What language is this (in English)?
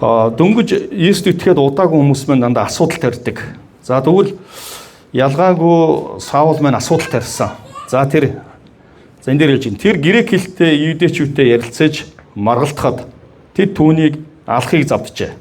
Mongolian